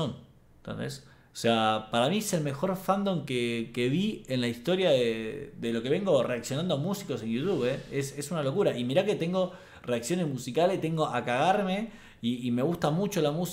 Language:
Spanish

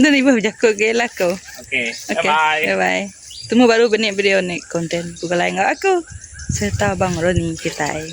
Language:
Iban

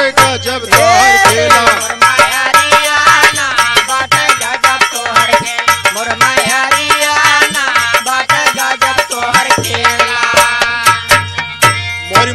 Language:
Bhojpuri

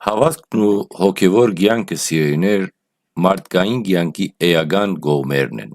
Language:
Western Armenian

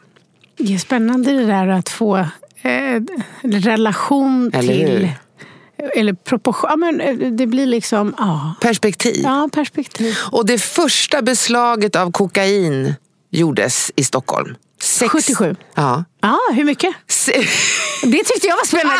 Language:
Swedish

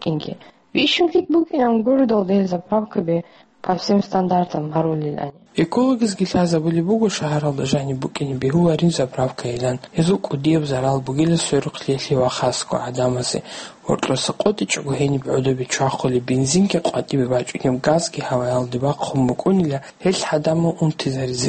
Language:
Avaric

